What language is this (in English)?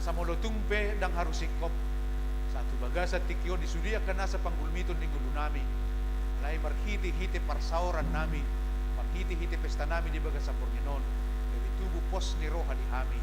Batak Toba